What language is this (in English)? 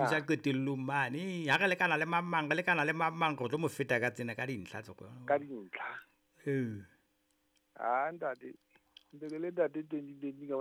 Southern Sotho